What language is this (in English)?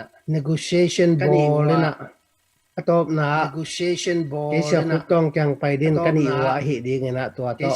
Tedim Chin